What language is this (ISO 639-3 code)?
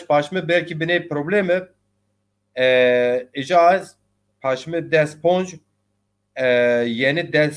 zza